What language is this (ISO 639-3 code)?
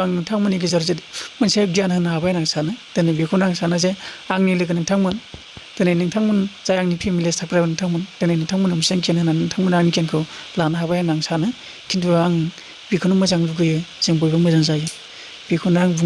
brx